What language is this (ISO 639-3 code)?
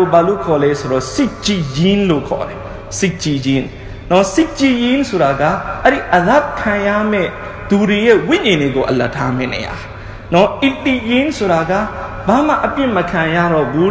mya